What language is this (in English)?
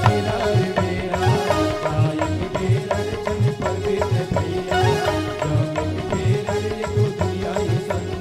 Chhattisgarhi